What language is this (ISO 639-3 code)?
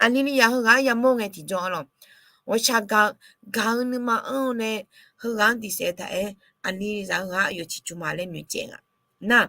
ahk